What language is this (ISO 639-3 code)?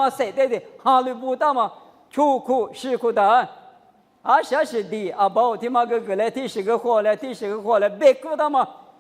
lis